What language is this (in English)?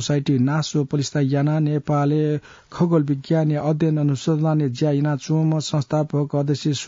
Newari